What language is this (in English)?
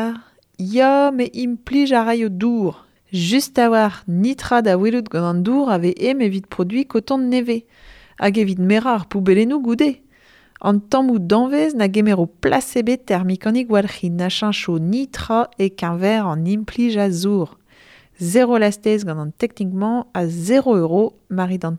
Breton